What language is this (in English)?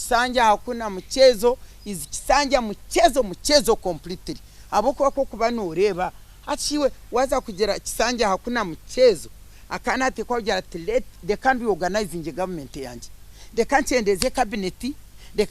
Nyankole